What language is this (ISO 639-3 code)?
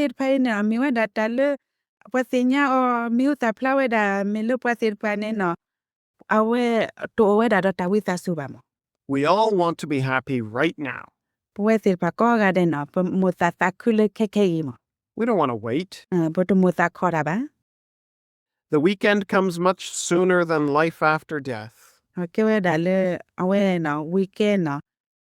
ksw